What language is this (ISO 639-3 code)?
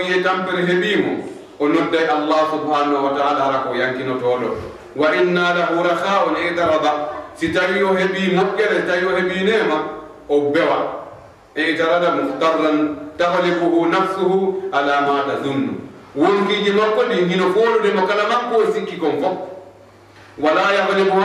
ful